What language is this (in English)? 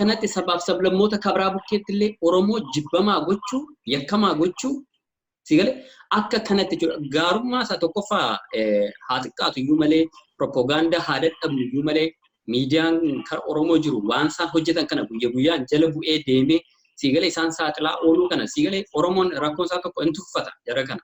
Oromo